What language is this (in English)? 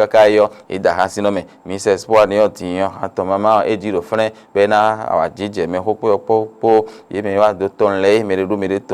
Fon